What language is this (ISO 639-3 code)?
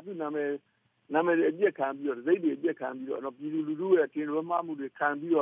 mya